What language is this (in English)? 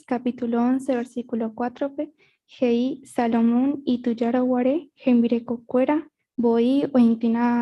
Guarani